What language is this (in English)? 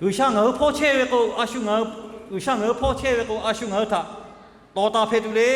Lahu